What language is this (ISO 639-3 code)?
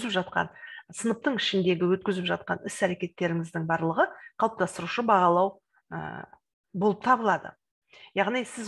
kaz